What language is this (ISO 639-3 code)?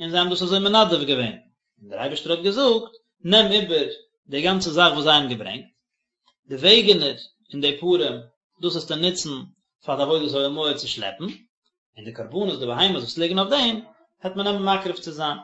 yid